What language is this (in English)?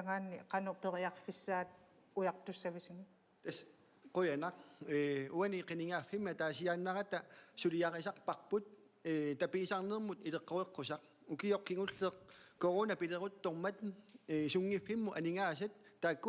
Kalaallisut